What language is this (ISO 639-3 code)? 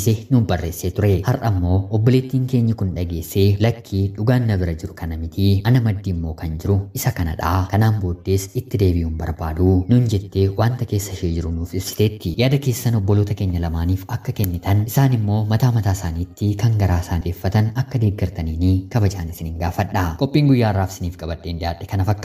orm